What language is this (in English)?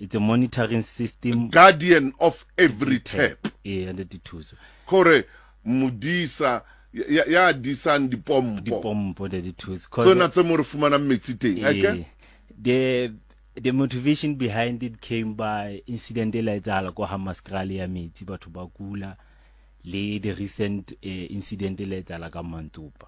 Southern Sotho